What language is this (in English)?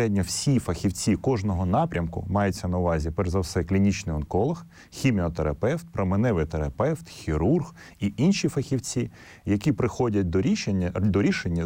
Ukrainian